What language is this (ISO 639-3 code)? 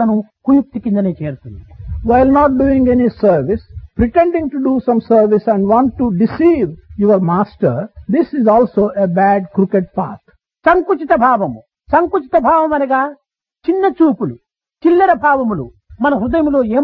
tel